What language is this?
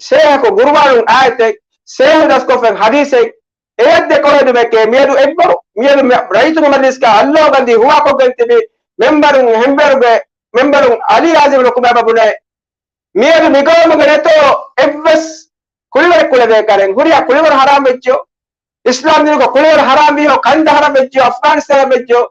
Divehi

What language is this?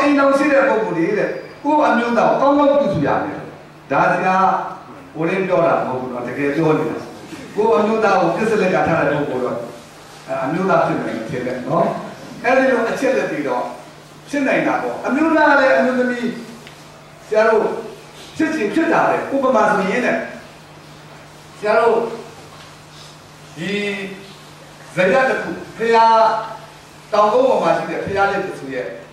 Burmese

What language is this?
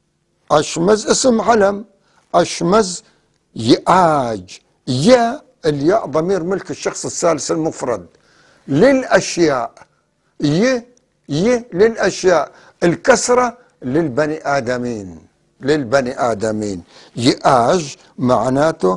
North Levantine Arabic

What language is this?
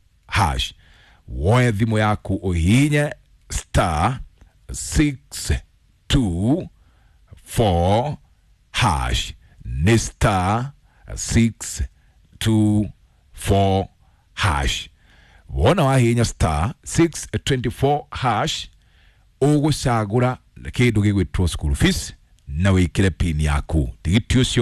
Kikuyu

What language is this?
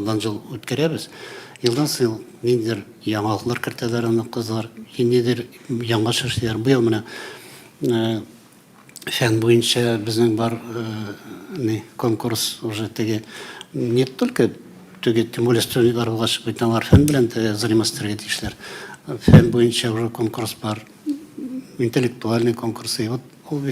Tatar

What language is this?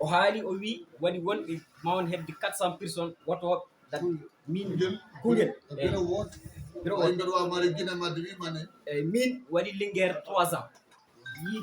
Fula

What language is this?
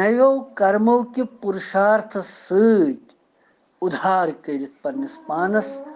Kashmiri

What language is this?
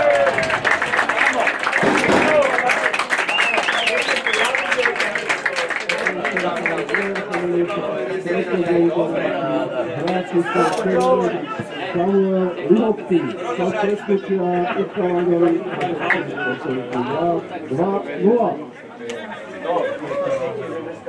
Slovak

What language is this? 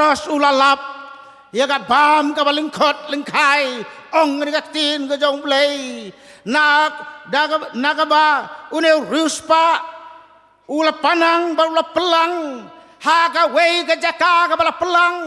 Khasi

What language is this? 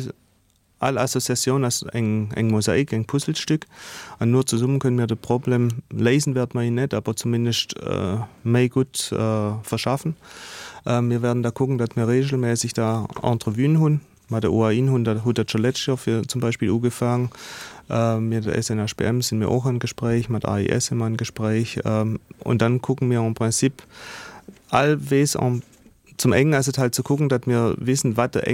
Luxembourgish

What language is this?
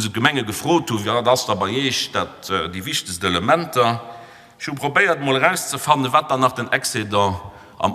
Luxembourgish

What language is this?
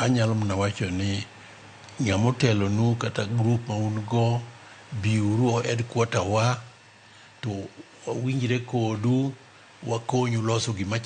Luo (Kenya and Tanzania)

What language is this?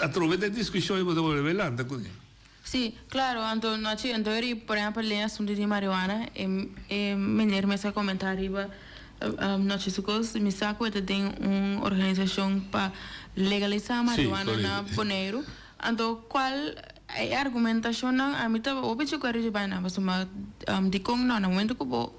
Papiamento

